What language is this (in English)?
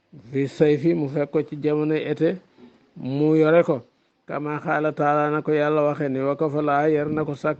Wolof